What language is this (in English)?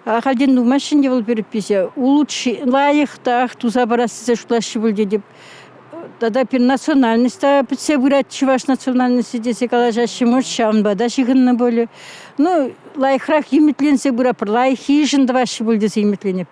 Chuvash